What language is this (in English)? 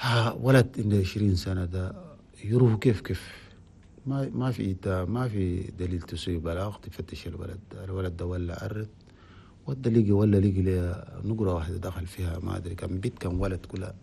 Chadian Arabic